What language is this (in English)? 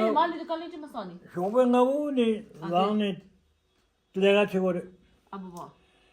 Tibetan